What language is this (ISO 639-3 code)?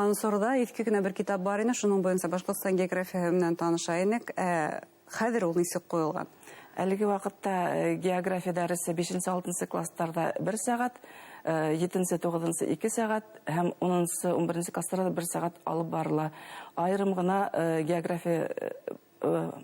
bak